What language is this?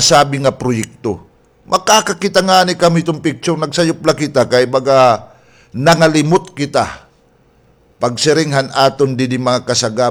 Waray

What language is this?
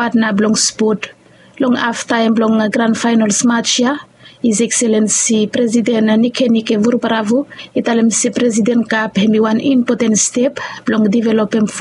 Bislama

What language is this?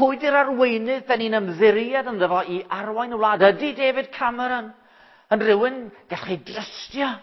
Welsh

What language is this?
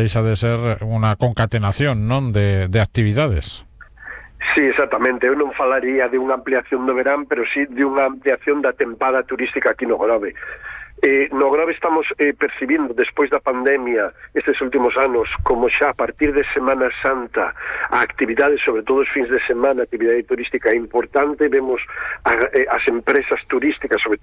Galician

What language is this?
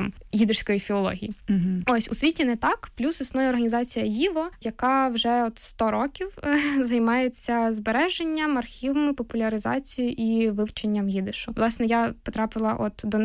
Ukrainian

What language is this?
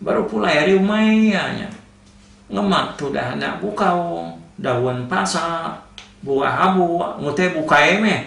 Iban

